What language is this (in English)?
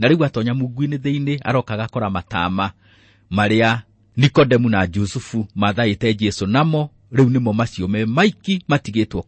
Kikuyu